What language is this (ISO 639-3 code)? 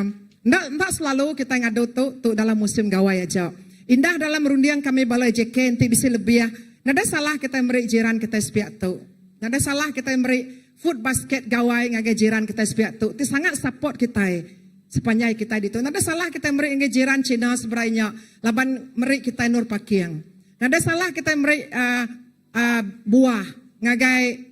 iba